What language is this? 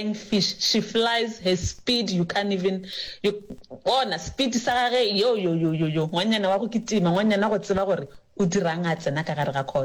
Northern Sotho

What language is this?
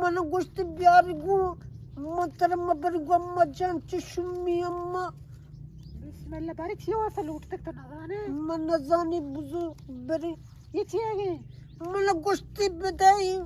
Baluchi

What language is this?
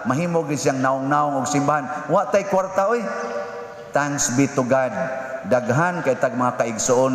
Cebuano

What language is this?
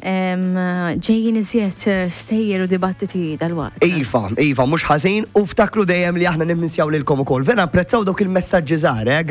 Maltese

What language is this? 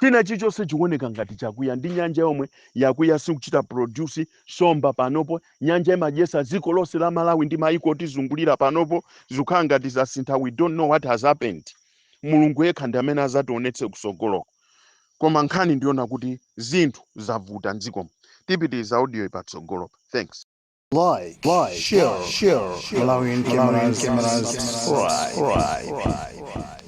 Nyanja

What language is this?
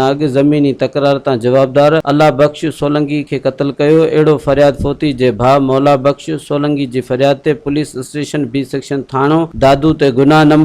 Sindhi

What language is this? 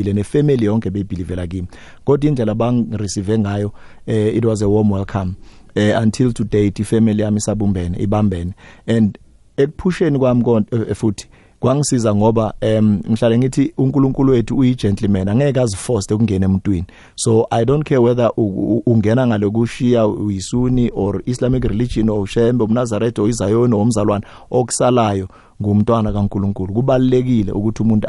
South Ndebele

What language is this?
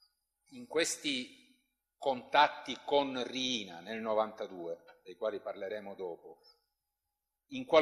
Italian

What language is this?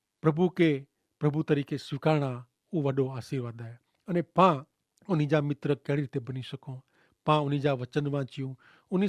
Kachhi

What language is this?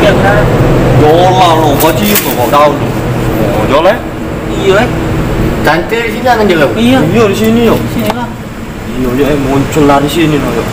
Musi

